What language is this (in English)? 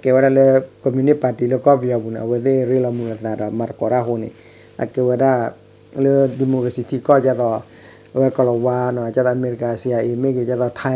S'gaw Karen